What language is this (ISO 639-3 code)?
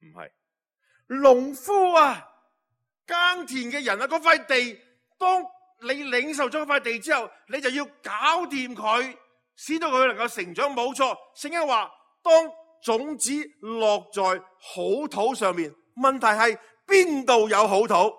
yue